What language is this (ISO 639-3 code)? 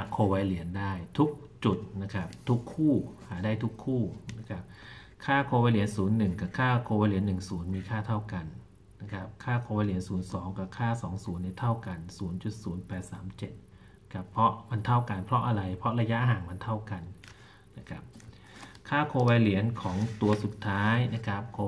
tha